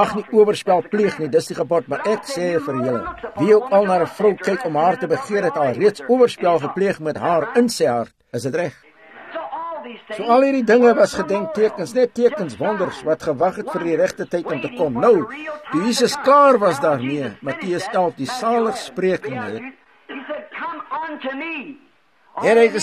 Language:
Afrikaans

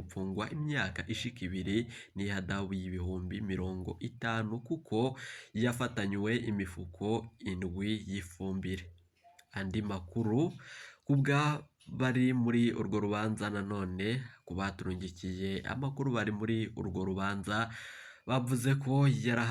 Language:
Rundi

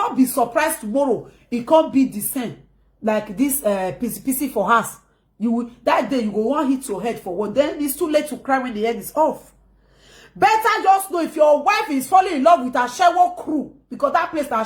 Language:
Nigerian Pidgin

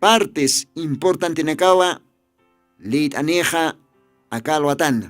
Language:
Aymara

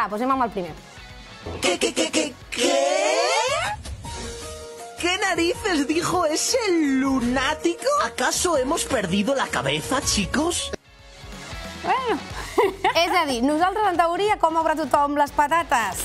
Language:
Catalan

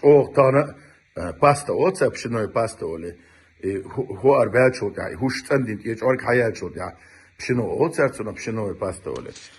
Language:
Chechen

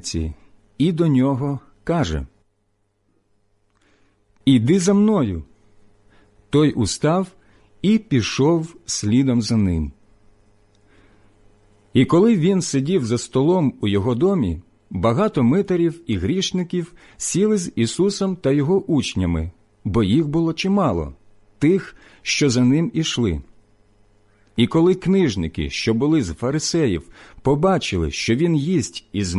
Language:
Ukrainian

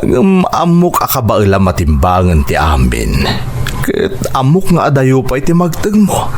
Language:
Iloko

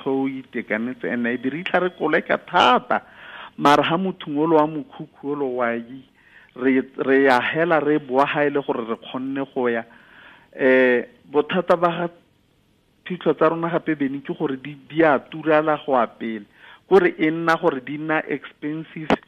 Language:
Tswana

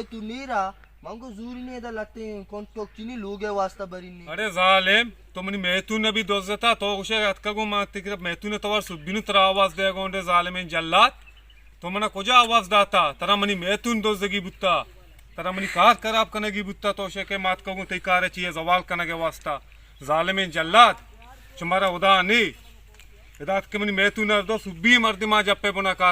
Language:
Baluchi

